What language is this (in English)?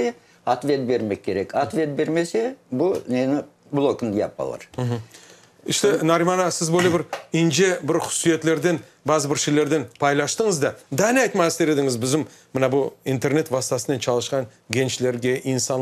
Crimean Tatar